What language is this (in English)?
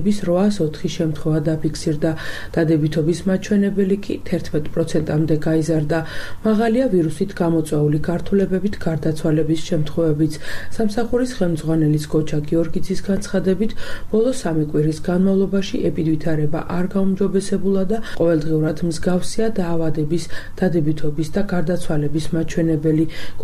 Georgian